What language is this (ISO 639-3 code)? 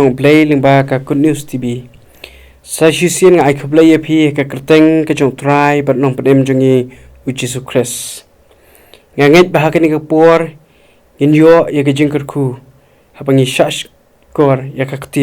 kha